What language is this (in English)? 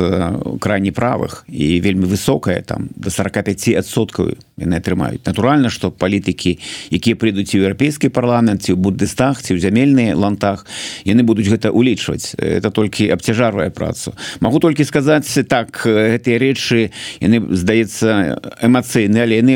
Belarusian